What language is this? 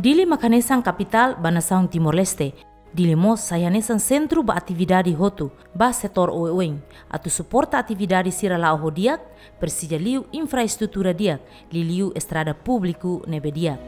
Tetum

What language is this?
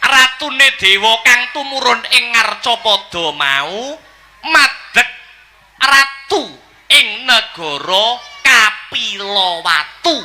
Javanese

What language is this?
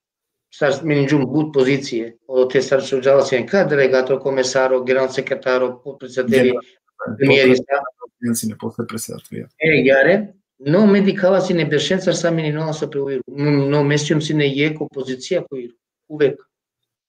Balkan Romani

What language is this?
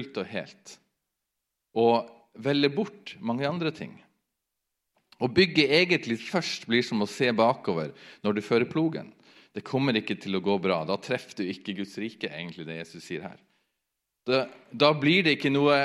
Norwegian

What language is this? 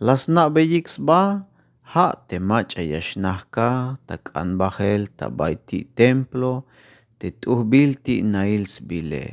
Tzeltal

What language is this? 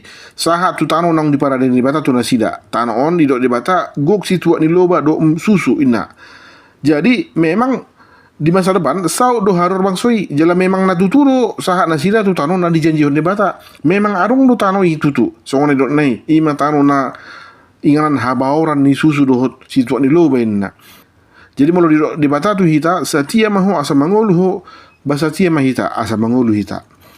Batak Toba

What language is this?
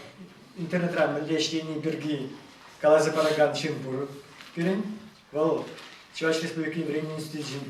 Chuvash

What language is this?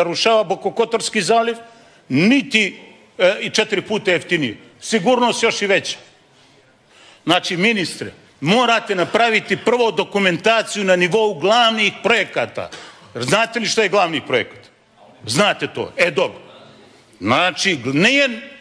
Serbian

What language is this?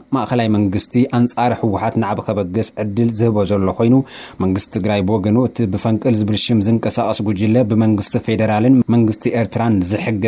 Tigrinya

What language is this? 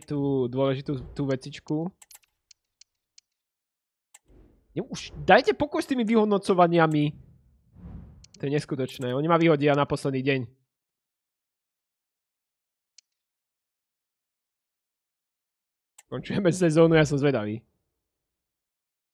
Slovak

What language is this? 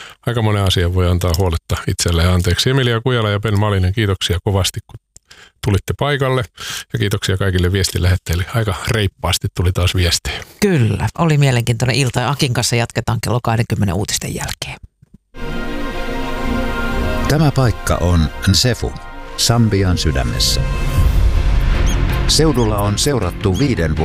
Finnish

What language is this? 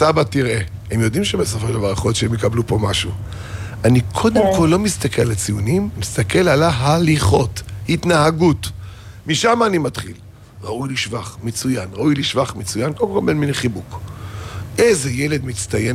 Hebrew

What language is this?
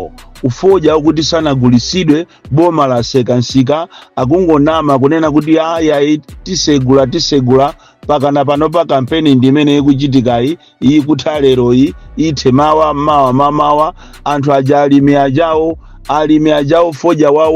Nyanja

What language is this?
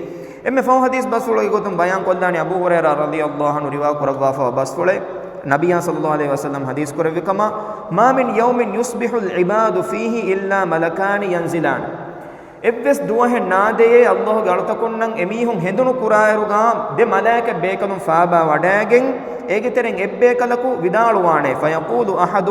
Divehi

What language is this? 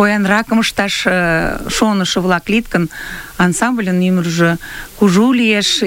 Mari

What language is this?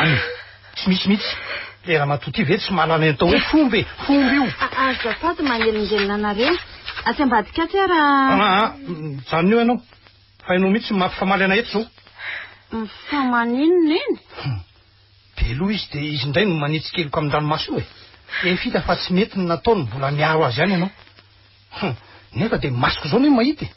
Malagasy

